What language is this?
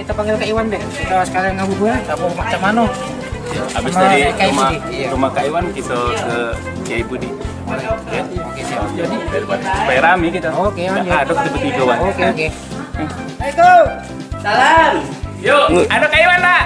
Musi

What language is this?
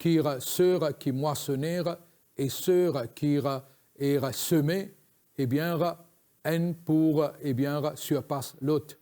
Morisyen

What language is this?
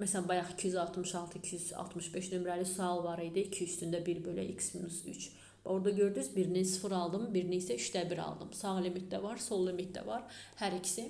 Azerbaijani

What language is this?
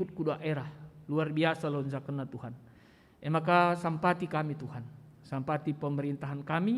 Batak Karo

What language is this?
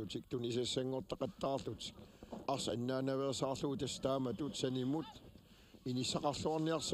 Kalaallisut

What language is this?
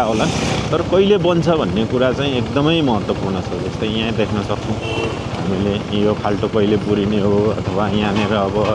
Nepali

